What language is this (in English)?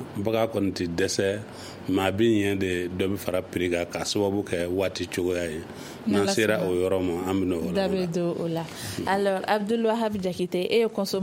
Bambara